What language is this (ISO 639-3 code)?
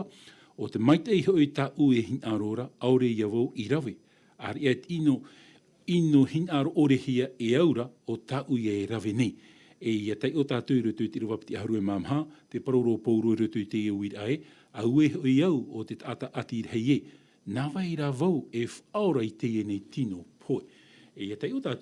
tah